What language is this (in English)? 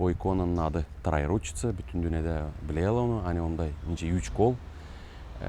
Gagauz